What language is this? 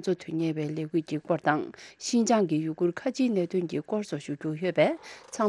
Tibetan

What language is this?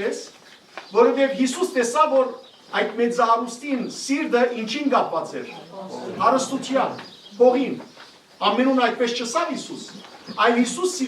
Western Armenian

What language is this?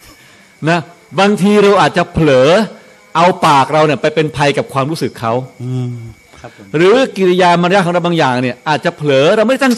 Thai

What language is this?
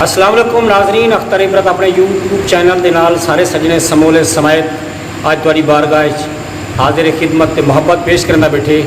Saraiki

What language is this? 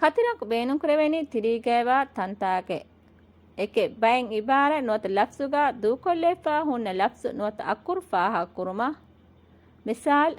Divehi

